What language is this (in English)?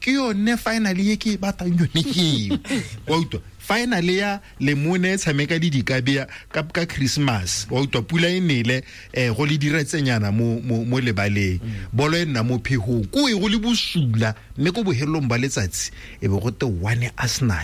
Tswana